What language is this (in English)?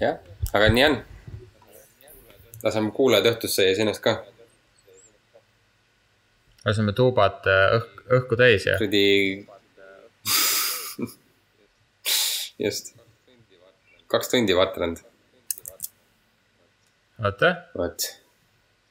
Estonian